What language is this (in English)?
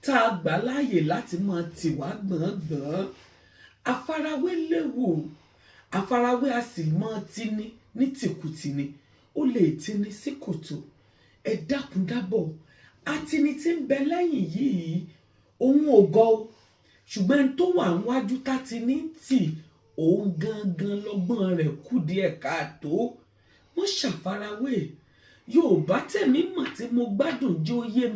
Yoruba